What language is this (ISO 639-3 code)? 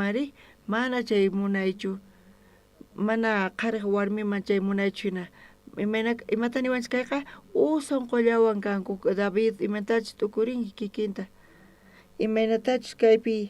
quh